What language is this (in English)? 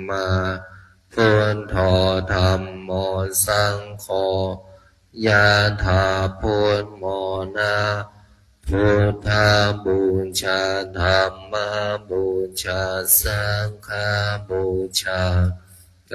Pali